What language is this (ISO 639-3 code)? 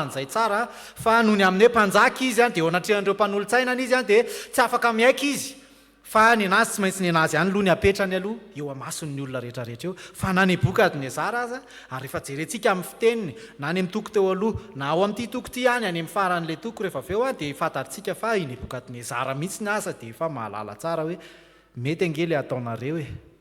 mlg